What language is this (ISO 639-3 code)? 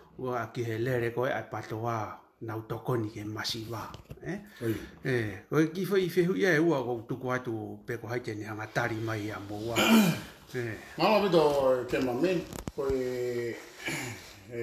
ton